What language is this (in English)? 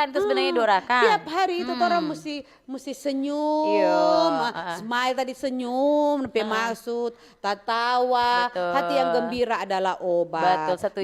Manado Malay